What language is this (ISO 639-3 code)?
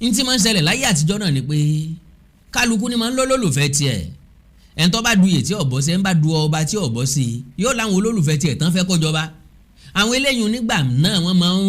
yor